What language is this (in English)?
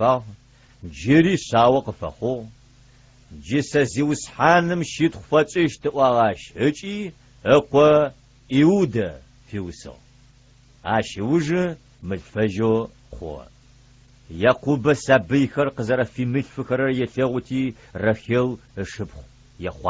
Adyghe